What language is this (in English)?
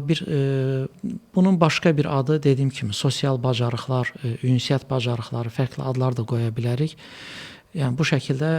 Azerbaijani